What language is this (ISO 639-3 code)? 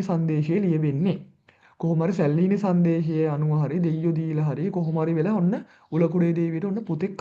sin